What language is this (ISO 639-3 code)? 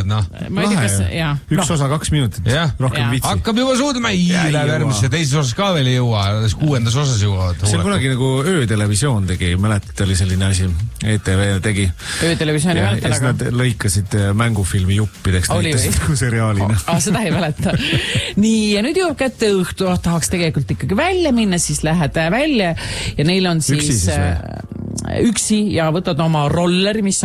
est